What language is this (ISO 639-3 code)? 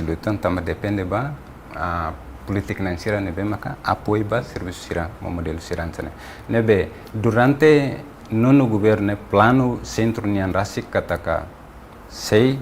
tet